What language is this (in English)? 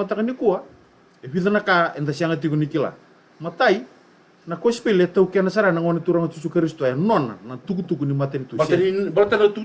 Fijian